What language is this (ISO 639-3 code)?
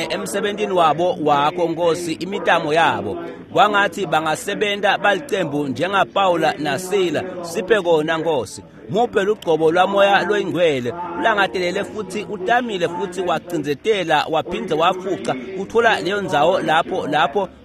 ssw